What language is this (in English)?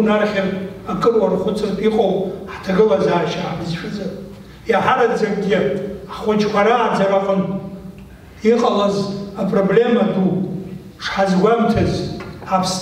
Abkhazian